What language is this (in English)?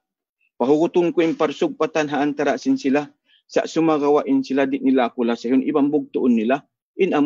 Tausug